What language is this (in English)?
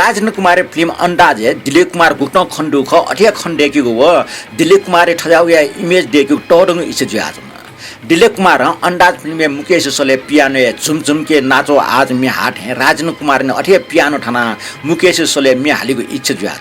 Newari